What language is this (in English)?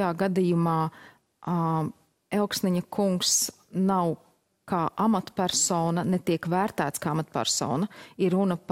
Latvian